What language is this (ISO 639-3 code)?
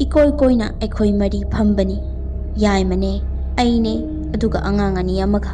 mni